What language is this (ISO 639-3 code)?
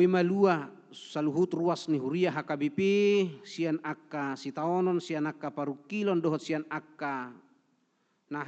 bbc